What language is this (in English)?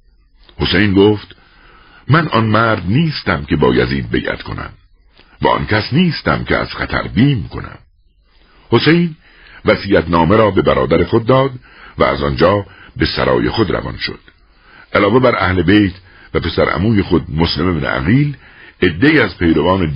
Persian